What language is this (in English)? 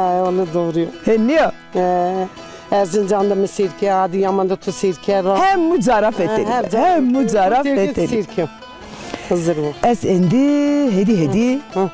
Zaza